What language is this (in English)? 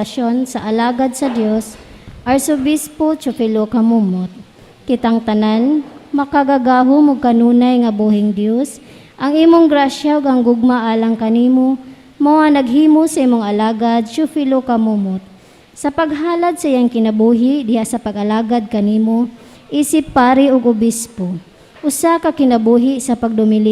Cebuano